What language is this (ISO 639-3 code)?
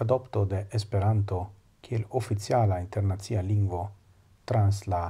epo